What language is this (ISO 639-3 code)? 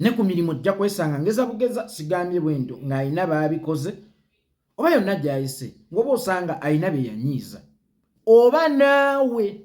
lug